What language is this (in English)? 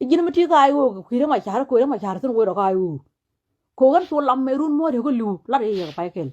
Nuer